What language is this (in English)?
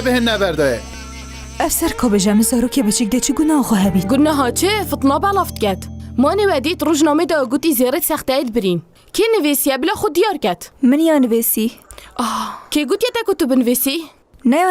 Kurdish